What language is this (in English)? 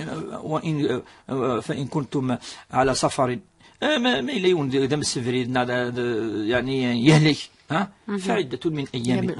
Kabyle